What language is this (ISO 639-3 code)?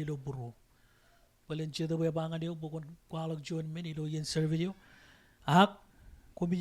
mah